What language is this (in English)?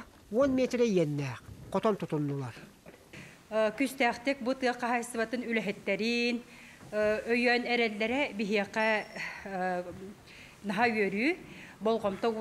Yakut